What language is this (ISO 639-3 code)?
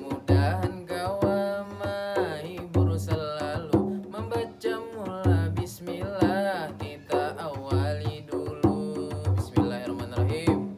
bjn